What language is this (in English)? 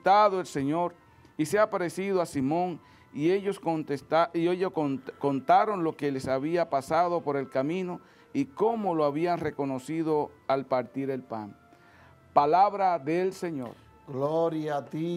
Spanish